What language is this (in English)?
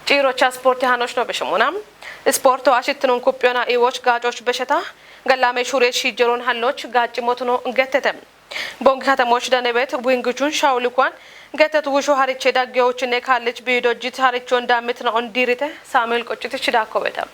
Kafa